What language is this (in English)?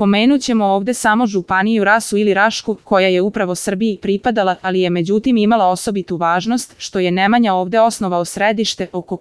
Serbian